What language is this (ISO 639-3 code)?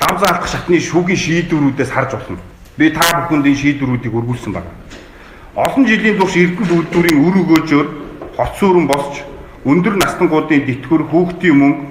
mon